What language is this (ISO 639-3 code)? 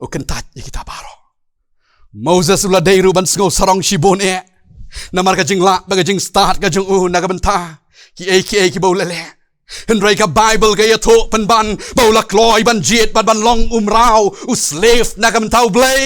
kha